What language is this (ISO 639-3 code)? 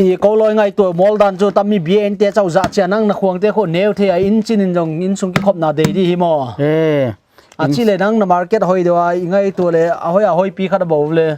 pck